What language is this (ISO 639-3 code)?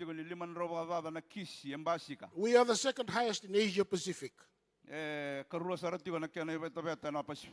fij